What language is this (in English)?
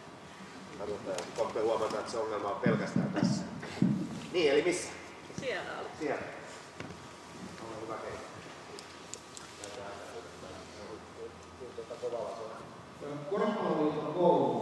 Finnish